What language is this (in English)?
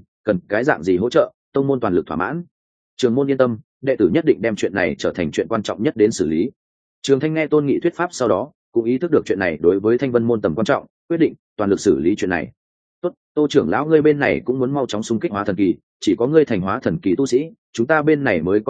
Vietnamese